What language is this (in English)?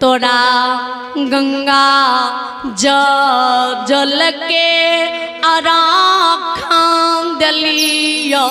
Maithili